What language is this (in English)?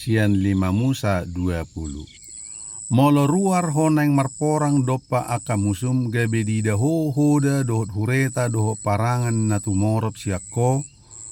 Batak Toba